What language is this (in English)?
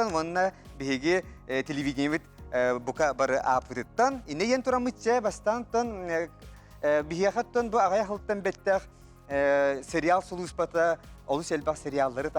Yakut